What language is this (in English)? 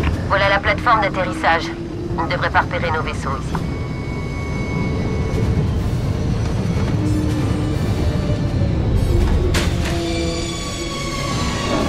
French